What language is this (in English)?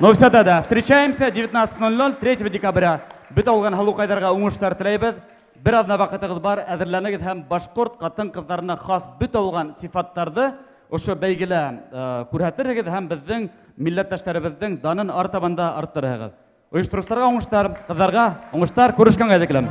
Bashkir